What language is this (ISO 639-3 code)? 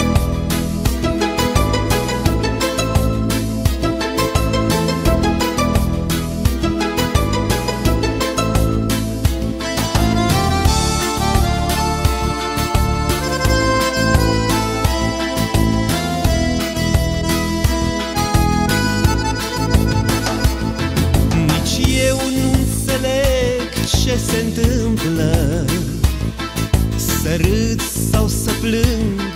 ron